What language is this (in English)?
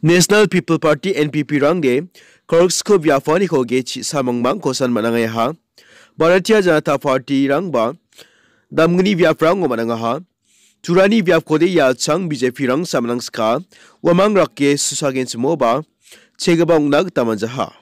Garo